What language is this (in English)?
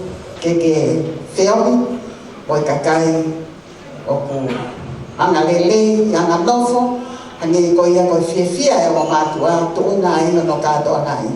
Tongan